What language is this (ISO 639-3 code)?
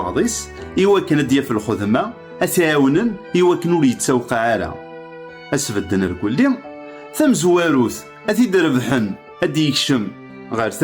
kab